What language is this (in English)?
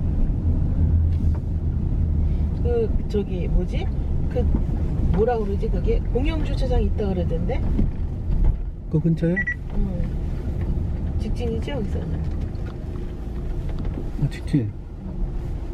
Korean